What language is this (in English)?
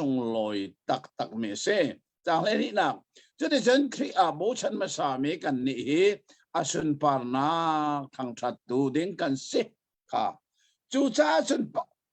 Hakha Chin